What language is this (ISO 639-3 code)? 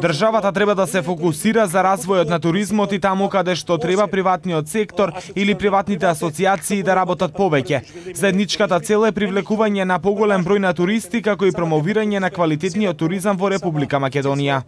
mkd